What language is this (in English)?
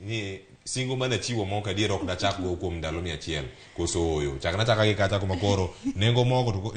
Luo (Kenya and Tanzania)